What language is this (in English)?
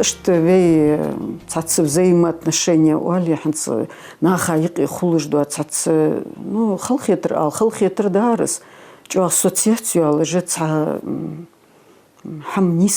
Ingush